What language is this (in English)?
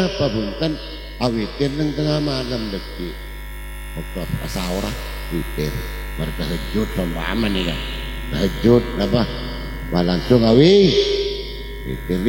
Madurese